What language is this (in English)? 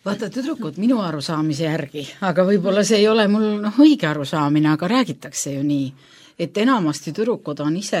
Estonian